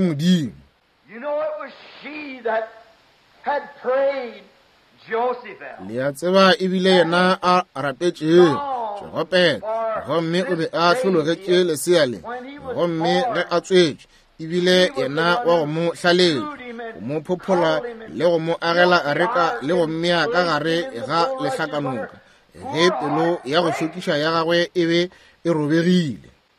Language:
Northern Sotho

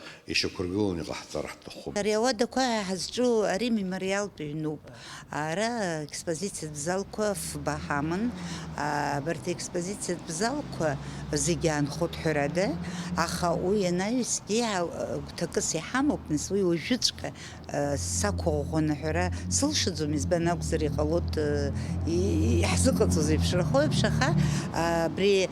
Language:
Abkhazian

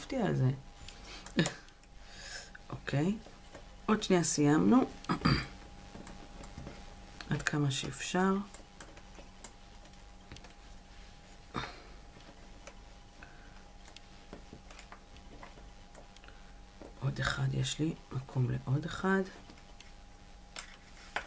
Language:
Hebrew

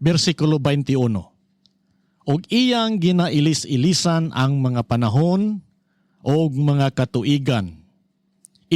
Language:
Cebuano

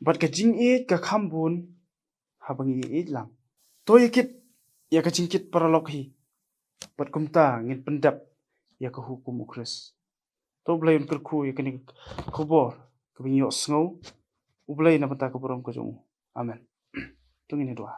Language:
Khasi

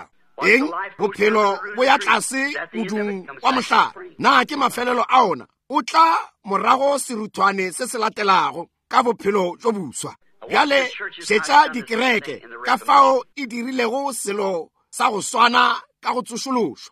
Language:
Northern Sotho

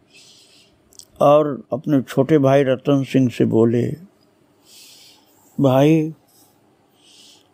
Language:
Hindi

